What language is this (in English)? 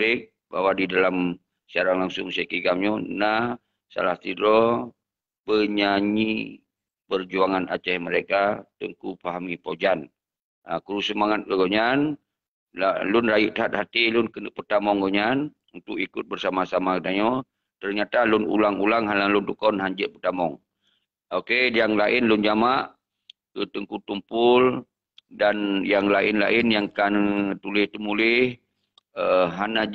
Achinese